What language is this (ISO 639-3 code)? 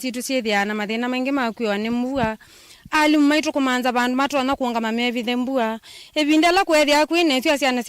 kam